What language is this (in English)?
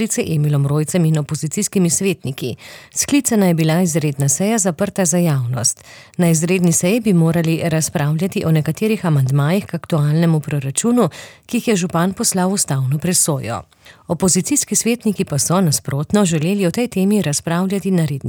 Slovenian